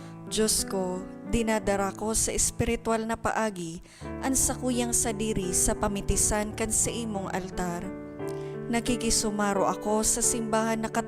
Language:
Bikol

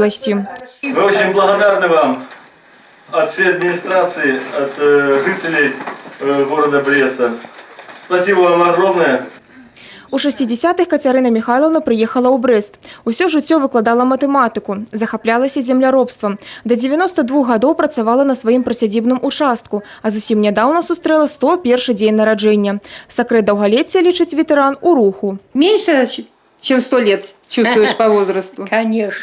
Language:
Belarusian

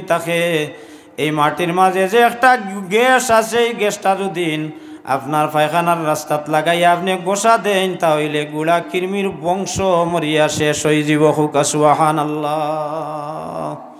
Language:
Sylheti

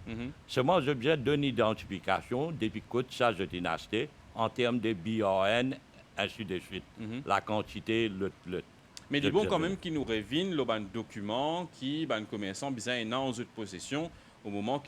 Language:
Morisyen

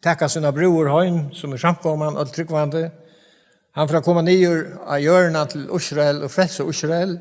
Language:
Faroese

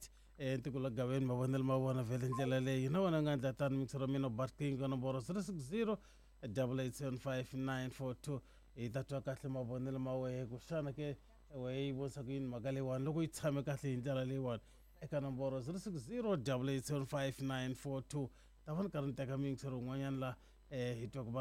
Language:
Tsonga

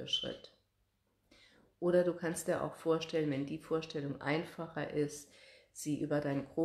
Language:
German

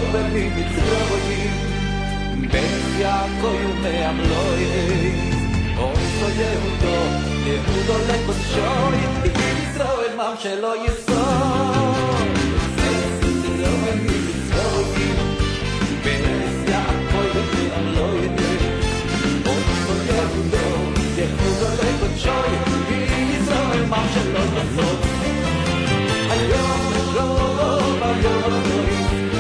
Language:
Hebrew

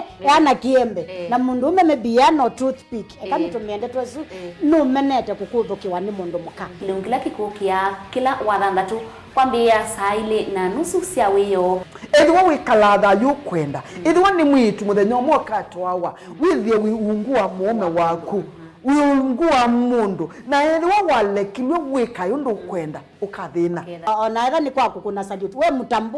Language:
Kamba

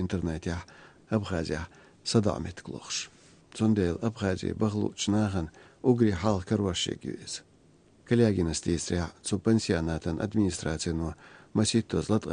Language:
Chechen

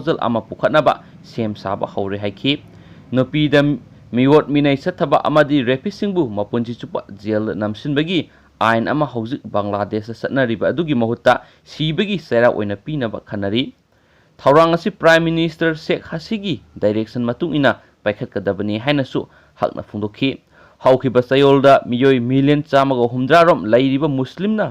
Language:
Manipuri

